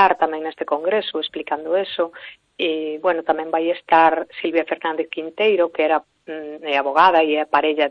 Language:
Galician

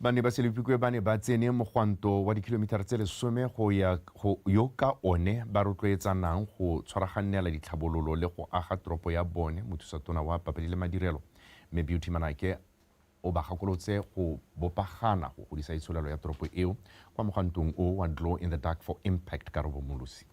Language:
Tswana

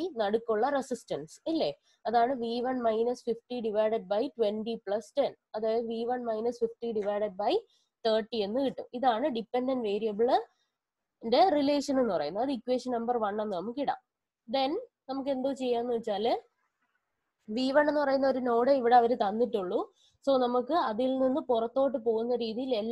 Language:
Malayalam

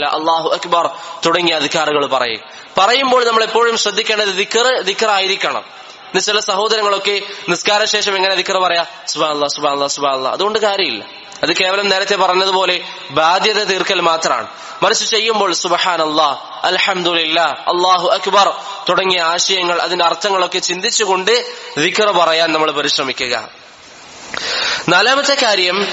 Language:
Malayalam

